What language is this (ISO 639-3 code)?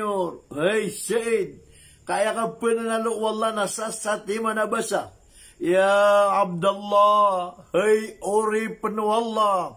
mrw